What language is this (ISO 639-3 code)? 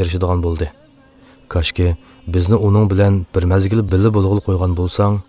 uig